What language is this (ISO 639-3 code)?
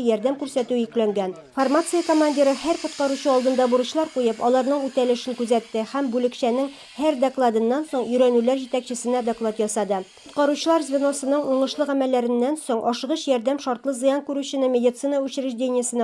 tat